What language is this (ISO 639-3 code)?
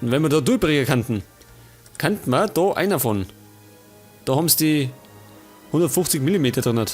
bar